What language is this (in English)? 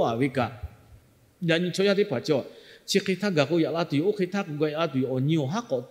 Lahu